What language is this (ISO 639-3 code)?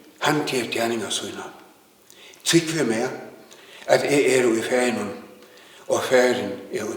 fao